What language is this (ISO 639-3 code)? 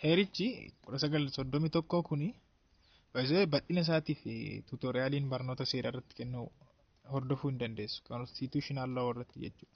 orm